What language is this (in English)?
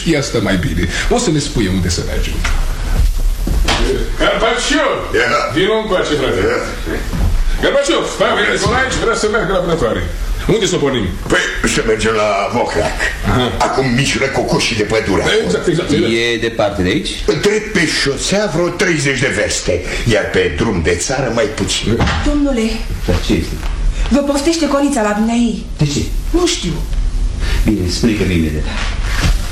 Romanian